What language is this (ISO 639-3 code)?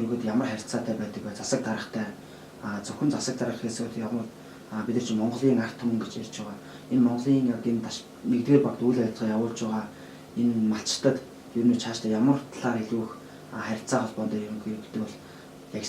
mon